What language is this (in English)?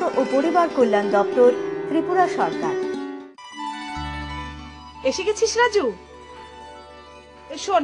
Bangla